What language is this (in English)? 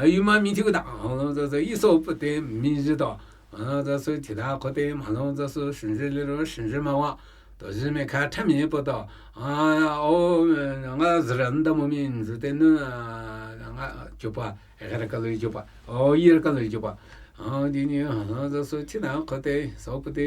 Namuyi